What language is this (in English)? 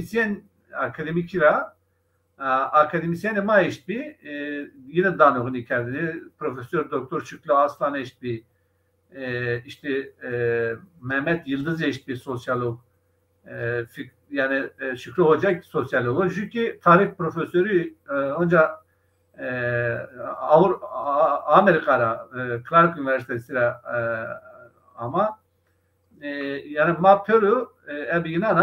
Zaza